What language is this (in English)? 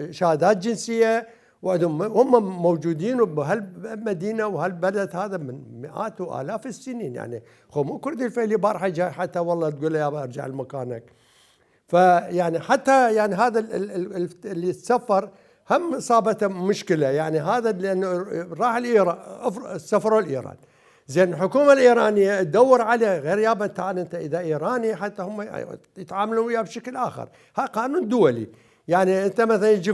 Mesopotamian Arabic